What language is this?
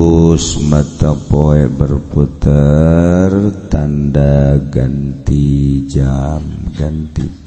Sundanese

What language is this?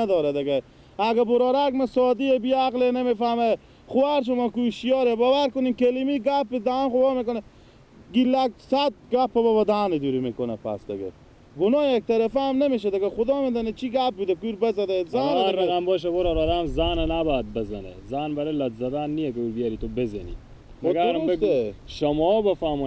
Persian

